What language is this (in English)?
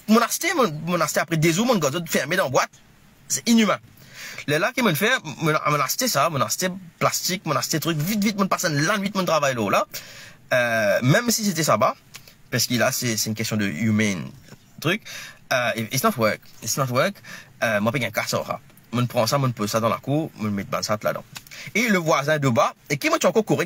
Morisyen